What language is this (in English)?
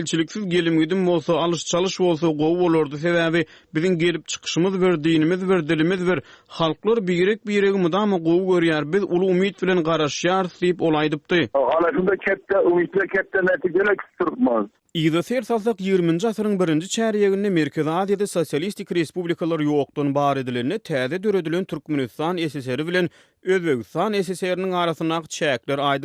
Turkmen